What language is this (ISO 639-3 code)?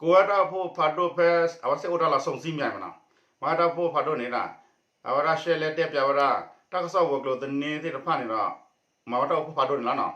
ksw